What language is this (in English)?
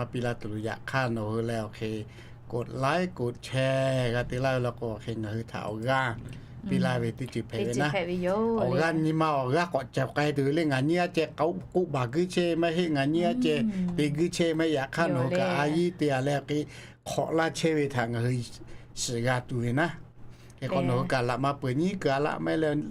Lahu